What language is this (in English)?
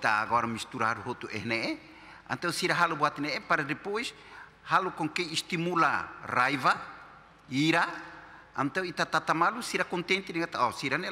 Tetum